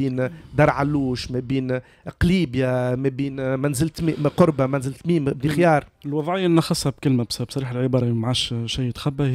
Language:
Tunisian Arabic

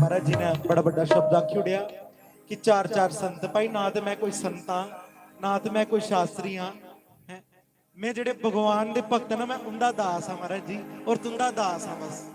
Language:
Dogri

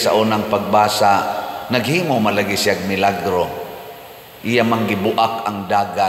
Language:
Cebuano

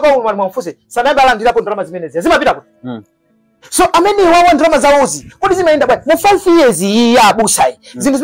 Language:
Nyanja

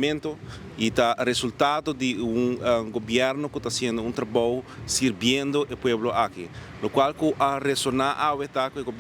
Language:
Papiamento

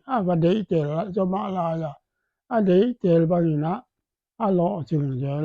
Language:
Paite Chin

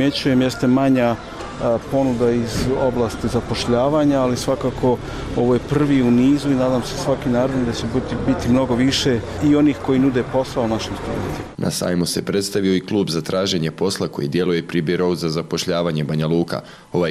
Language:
Croatian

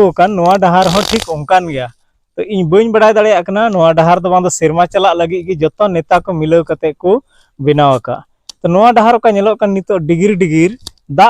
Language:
Santali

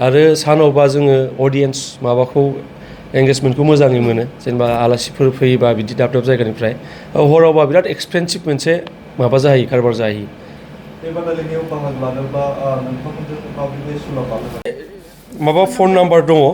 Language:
Bodo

